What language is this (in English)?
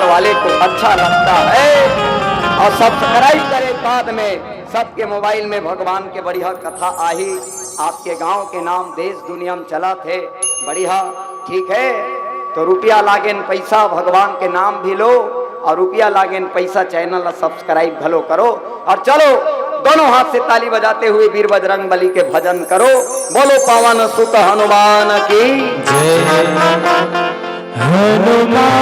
Chhattisgarhi